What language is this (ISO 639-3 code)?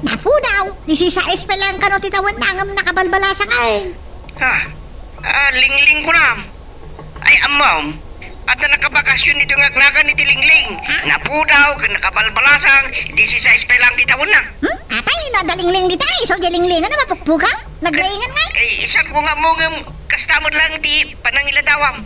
ilo